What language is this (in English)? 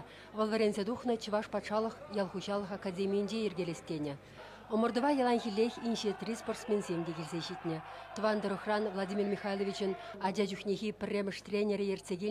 Chuvash